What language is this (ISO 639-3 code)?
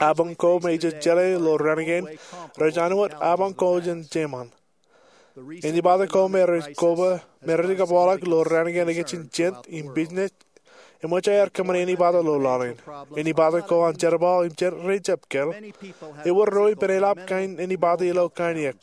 mah